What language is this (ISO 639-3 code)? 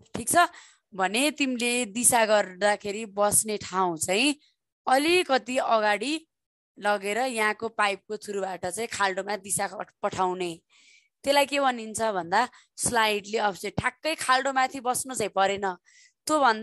nep